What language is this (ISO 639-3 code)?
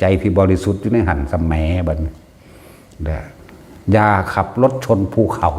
tts